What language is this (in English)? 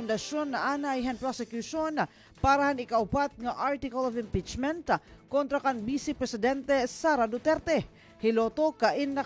Waray